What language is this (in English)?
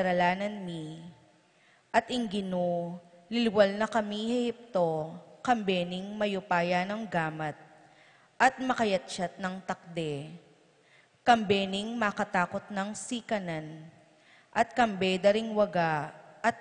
Pampanga